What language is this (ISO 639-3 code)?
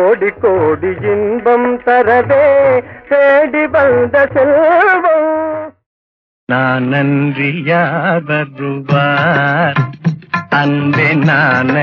tam